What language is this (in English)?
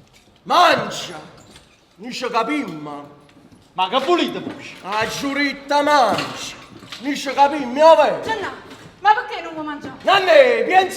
Neapolitan